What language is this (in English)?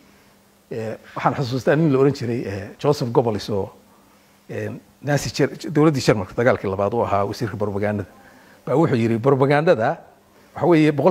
Somali